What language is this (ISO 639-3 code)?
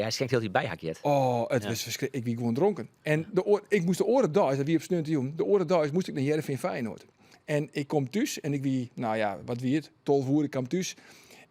fry